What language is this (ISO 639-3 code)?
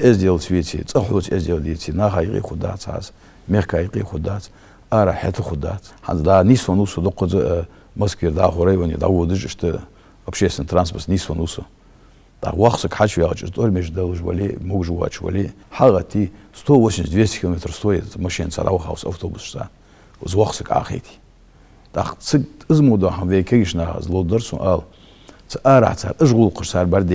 inh